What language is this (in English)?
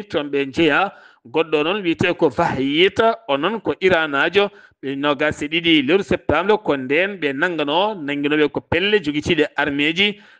Fula